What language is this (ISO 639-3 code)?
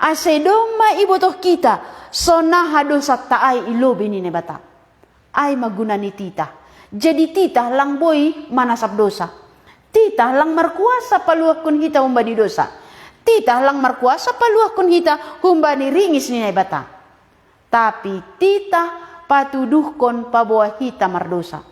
bts